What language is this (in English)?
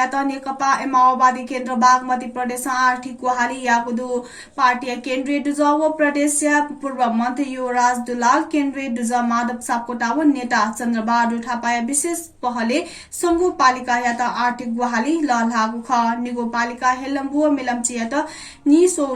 Newari